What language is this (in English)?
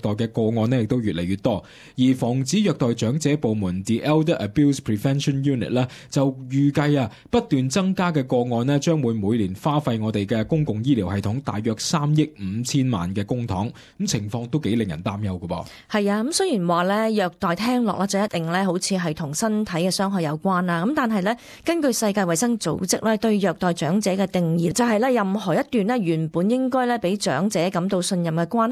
Cantonese